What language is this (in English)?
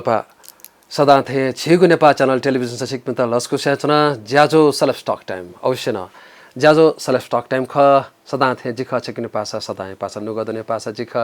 Newari